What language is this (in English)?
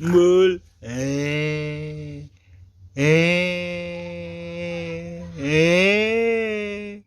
Betawi